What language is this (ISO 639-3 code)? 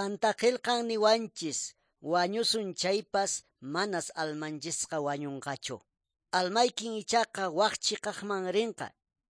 que